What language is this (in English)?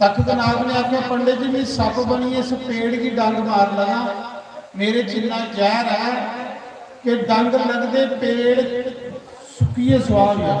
Dogri